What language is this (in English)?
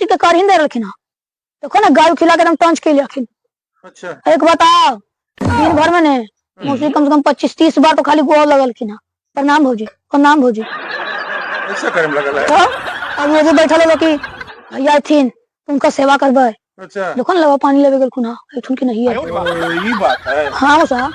Magahi